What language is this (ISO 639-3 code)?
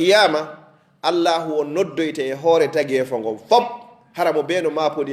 ful